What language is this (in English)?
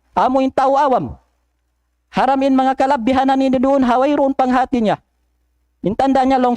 Tausug